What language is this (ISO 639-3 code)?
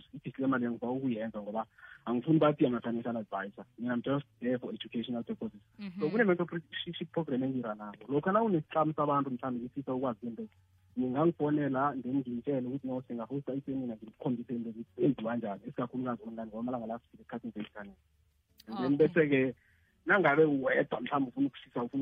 nbl